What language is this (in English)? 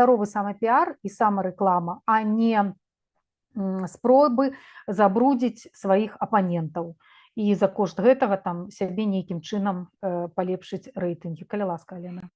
Belarusian